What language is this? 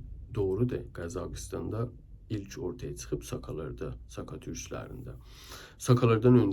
South Azerbaijani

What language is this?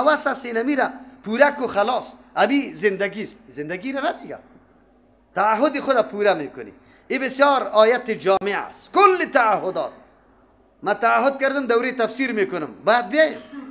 Persian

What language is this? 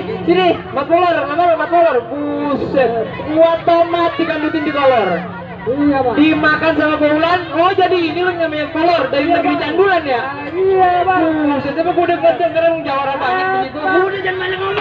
Betawi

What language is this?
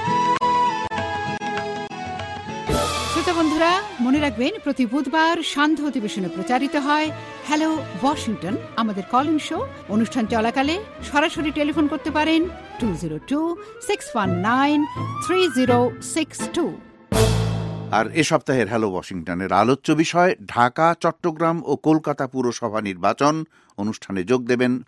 Bangla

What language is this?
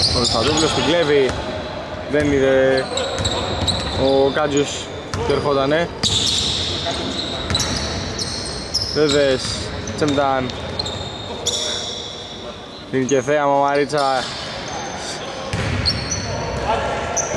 Greek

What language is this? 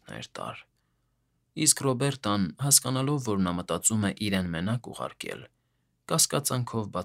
Armenian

